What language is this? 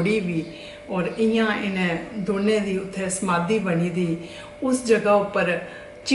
Dogri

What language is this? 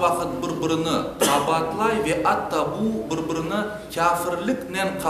Crimean Tatar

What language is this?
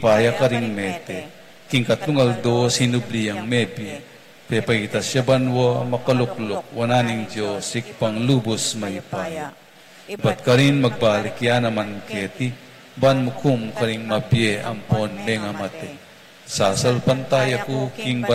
Pampanga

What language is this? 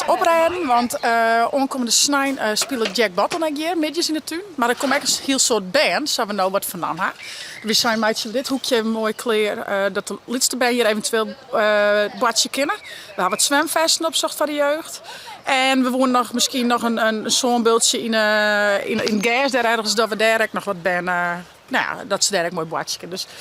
Western Frisian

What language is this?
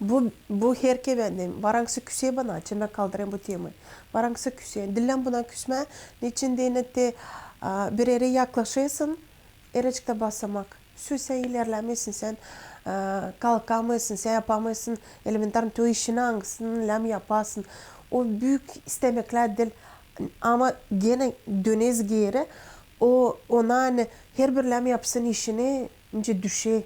Gagauz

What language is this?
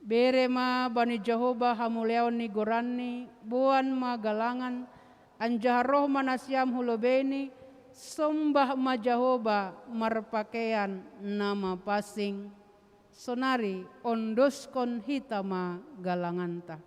Batak Simalungun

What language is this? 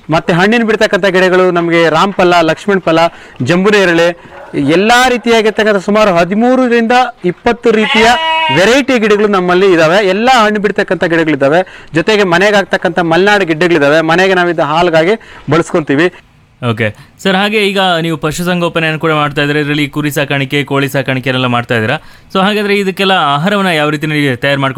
Kannada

